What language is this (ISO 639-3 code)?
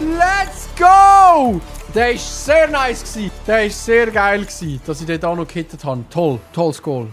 gsw